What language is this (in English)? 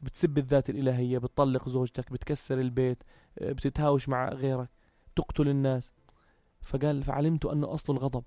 North Levantine Arabic